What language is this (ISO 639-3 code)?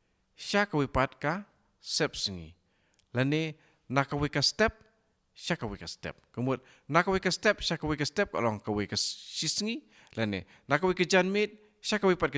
kha